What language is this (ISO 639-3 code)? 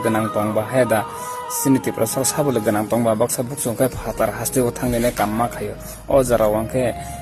trp